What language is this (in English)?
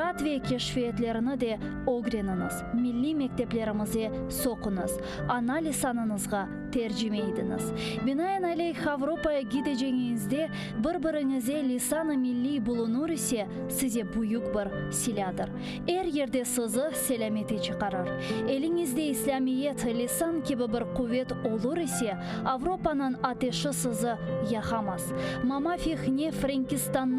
Crimean Tatar